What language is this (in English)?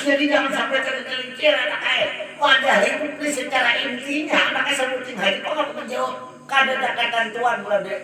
Banjar